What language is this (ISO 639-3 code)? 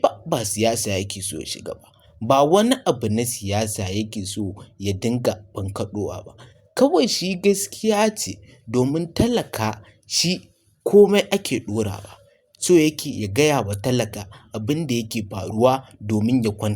hau